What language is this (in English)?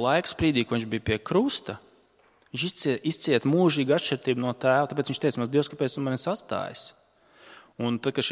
Latvian